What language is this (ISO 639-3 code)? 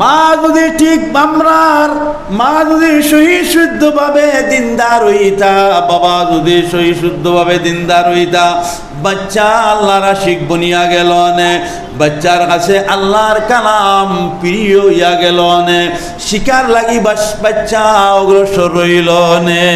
syl